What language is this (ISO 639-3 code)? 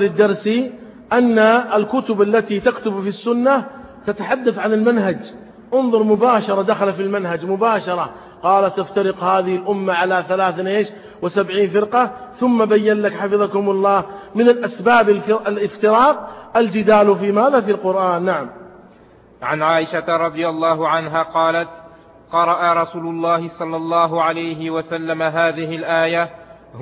ara